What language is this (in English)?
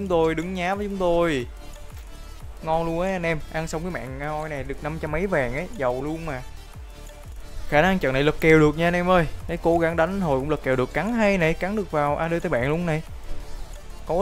Vietnamese